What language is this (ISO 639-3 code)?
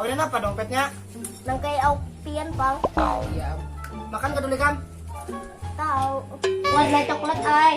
bjn